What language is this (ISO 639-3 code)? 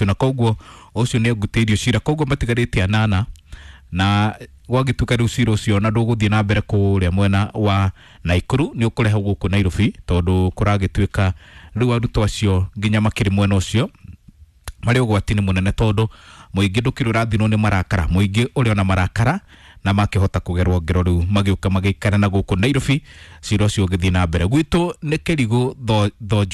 kik